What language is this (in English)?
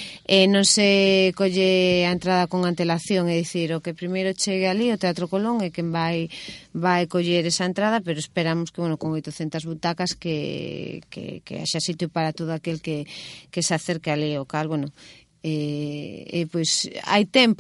Galician